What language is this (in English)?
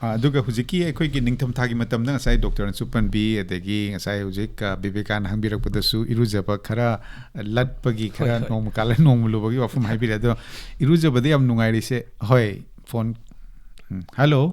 Manipuri